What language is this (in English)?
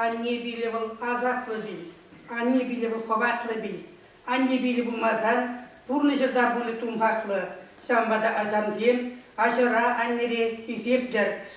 Chuvash